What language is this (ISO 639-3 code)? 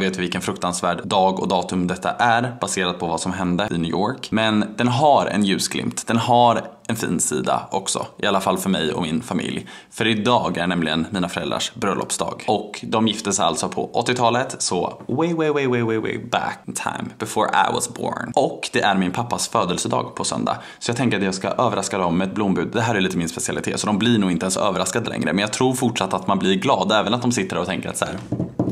swe